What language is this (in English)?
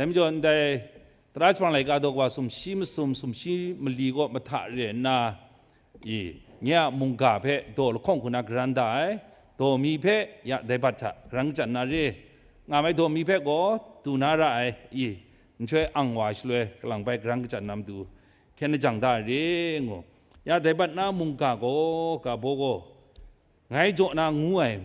Kachin